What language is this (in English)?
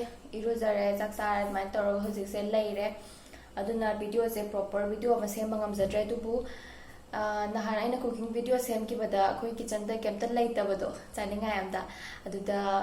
Manipuri